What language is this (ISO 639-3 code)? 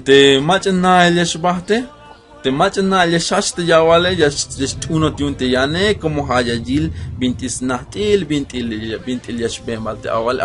tzh